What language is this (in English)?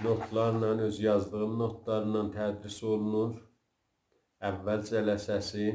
South Azerbaijani